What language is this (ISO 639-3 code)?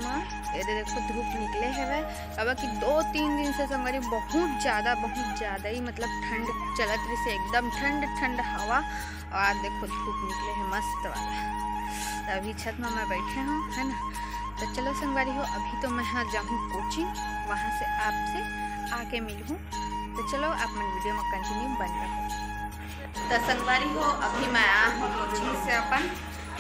hne